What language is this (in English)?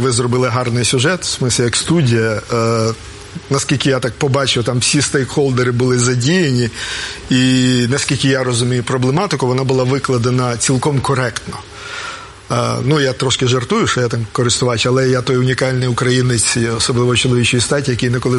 Ukrainian